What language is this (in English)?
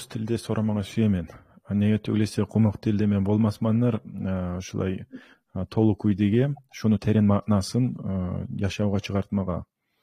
Kumyk